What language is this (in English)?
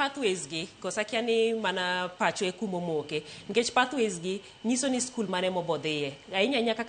Luo (Kenya and Tanzania)